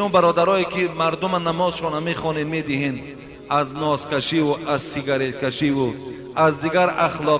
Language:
Tajik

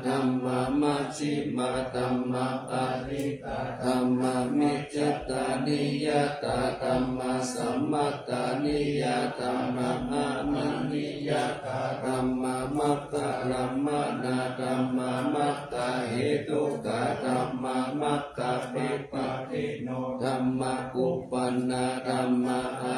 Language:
Pali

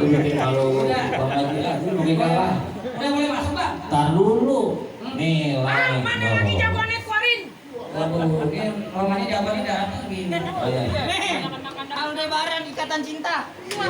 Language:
Betawi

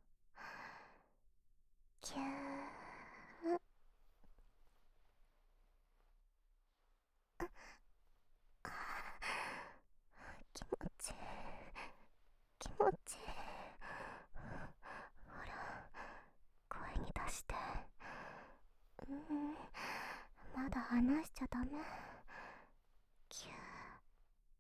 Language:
Japanese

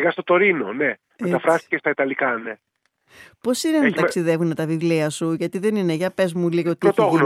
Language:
Greek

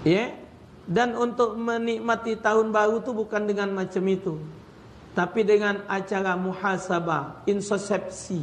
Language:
Musi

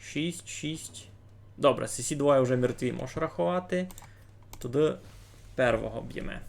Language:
Rusyn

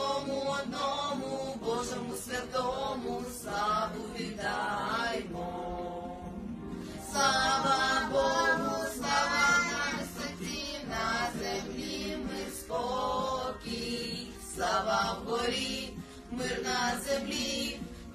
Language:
Ukrainian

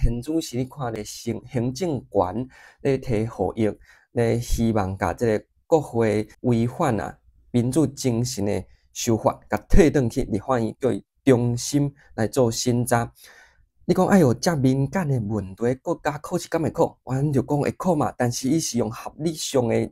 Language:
Min Nan Chinese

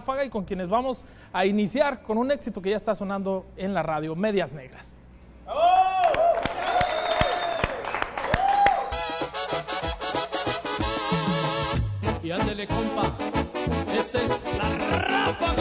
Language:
Spanish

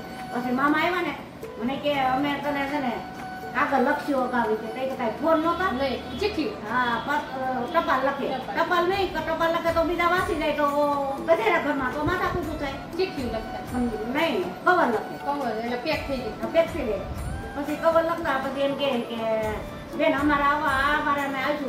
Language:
Gujarati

